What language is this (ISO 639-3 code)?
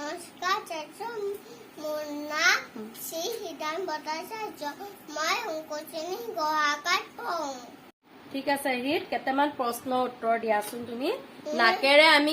asm